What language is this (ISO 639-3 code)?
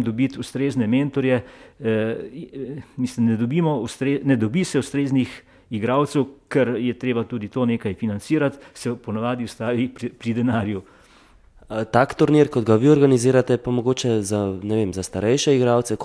slv